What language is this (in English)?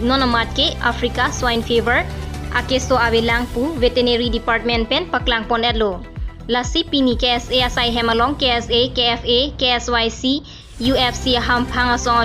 Karbi